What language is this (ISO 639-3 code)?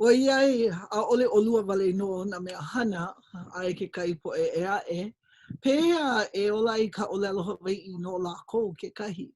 haw